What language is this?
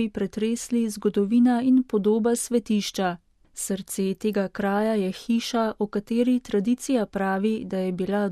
Slovenian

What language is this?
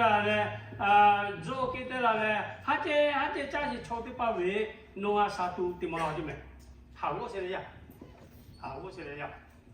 Lahu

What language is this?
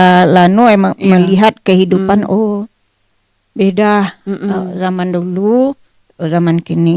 Minangkabau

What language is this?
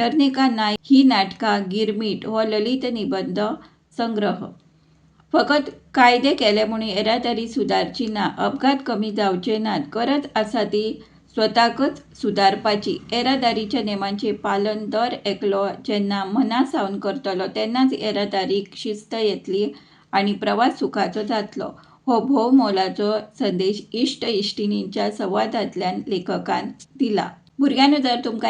Konkani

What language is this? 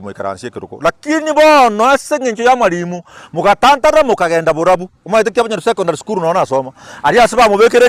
Gusii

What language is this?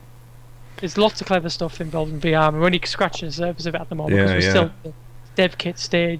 English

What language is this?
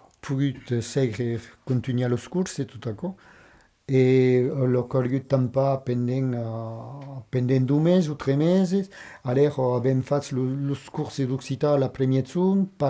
Occitan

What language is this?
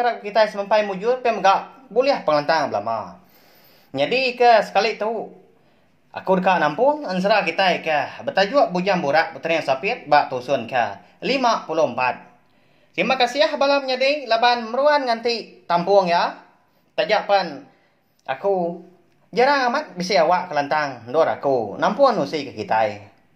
Iban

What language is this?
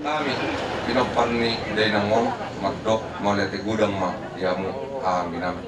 Batak Toba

